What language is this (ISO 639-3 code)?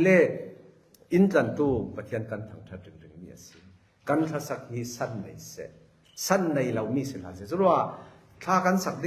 cfm